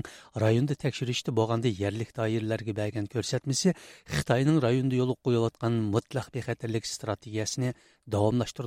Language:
Uyghur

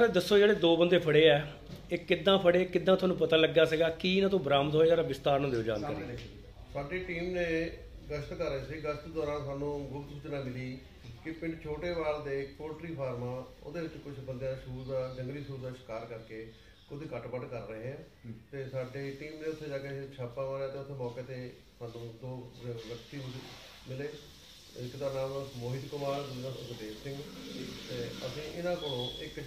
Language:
Punjabi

